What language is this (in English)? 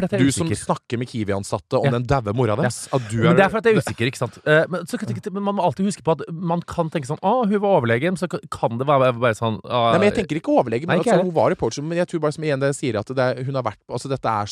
Norwegian